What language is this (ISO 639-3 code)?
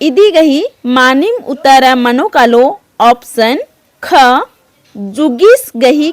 kru